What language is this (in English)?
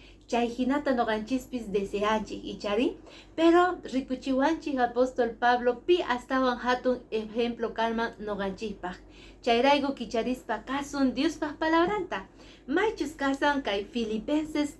Quechua